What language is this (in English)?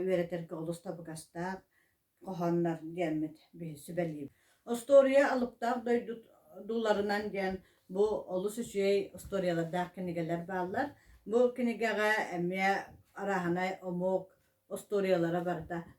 Yakut